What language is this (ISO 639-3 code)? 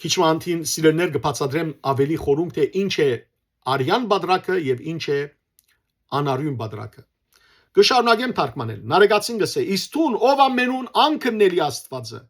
hyw